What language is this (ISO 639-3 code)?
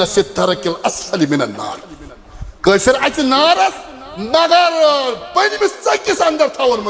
kas